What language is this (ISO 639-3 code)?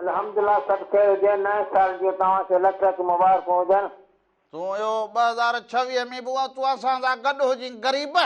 snd